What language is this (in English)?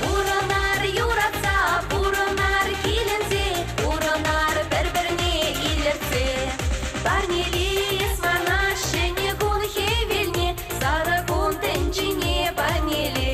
Chuvash